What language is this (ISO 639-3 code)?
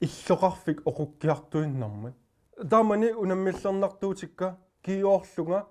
kal